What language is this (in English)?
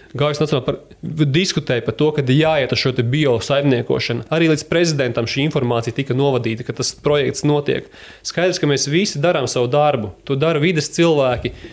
Latvian